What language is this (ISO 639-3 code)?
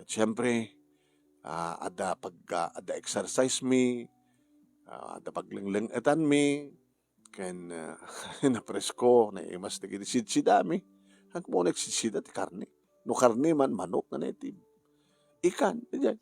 ilo